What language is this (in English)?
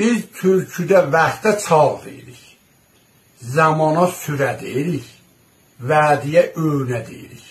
South Azerbaijani